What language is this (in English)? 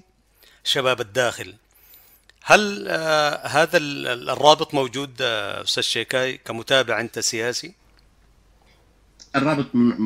Arabic